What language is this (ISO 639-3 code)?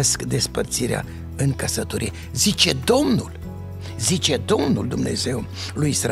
ron